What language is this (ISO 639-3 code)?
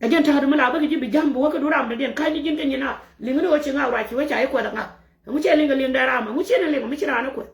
nus